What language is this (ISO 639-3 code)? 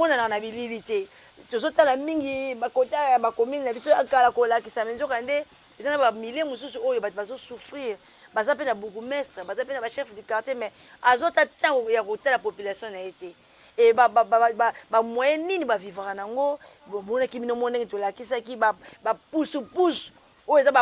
lin